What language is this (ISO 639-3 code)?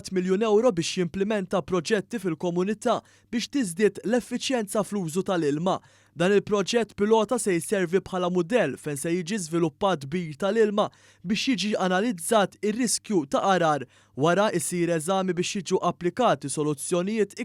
mlt